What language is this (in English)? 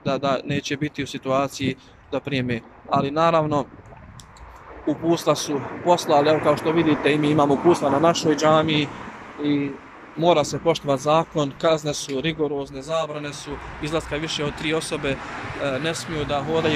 Bosnian